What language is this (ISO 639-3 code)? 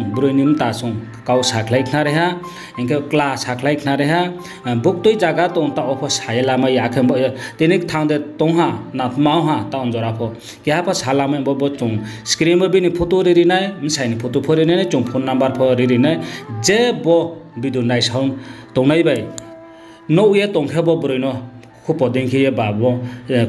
ria